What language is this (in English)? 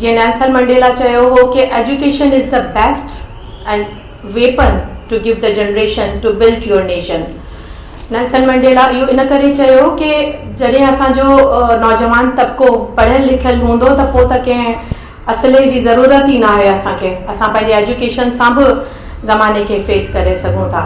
Sindhi